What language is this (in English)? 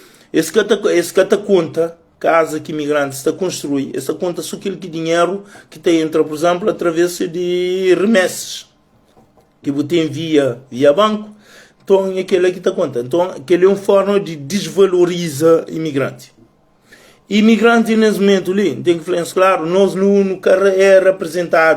Kabuverdianu